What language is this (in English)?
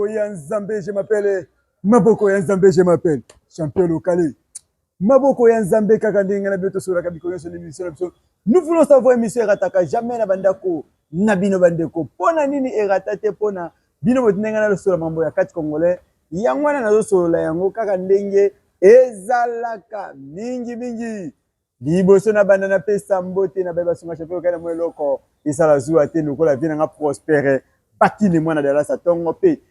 Lingala